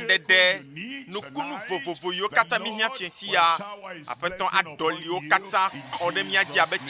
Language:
Ewe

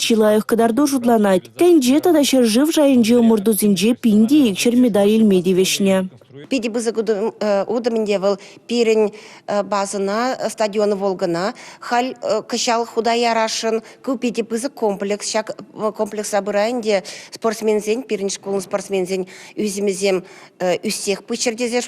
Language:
Chuvash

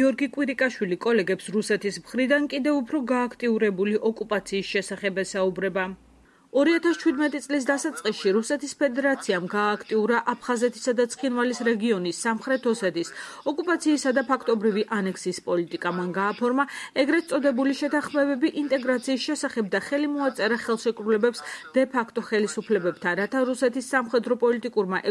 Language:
Georgian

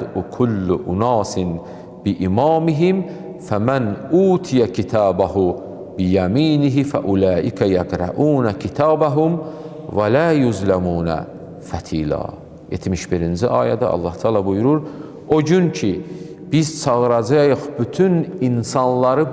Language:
Azerbaijani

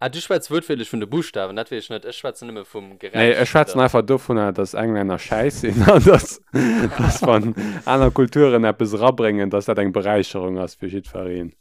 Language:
Luxembourgish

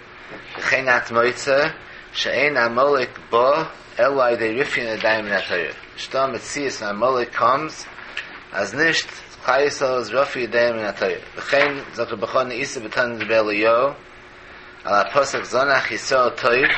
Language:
Yiddish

